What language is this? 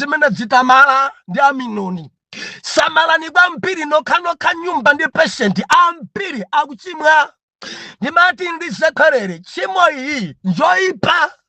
Nyanja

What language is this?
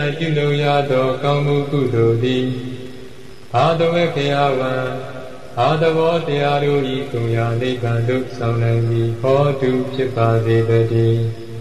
Burmese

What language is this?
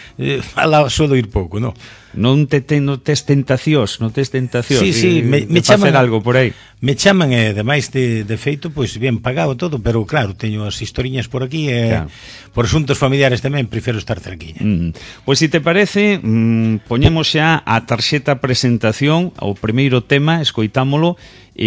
Galician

